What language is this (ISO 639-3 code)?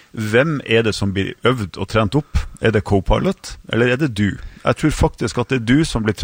nor